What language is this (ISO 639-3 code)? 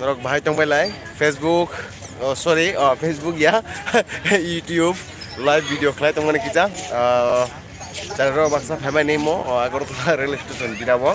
trp